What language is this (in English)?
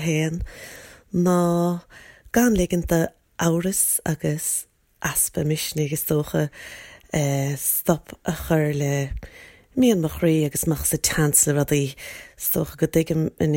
Irish